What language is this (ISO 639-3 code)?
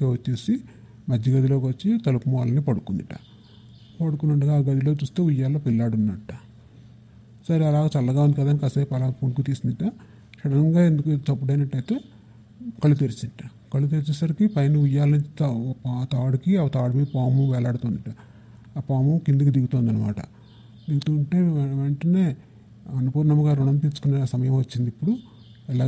tel